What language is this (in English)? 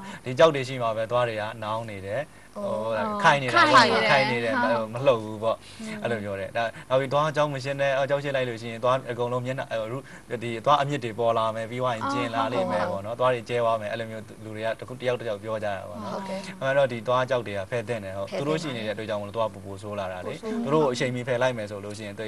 Burmese